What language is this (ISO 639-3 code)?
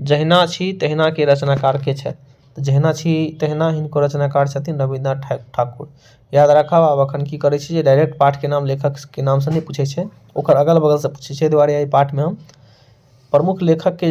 mai